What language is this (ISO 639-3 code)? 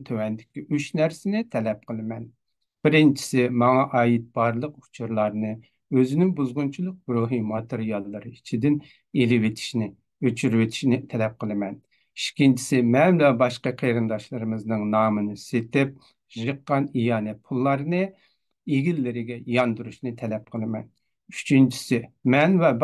uig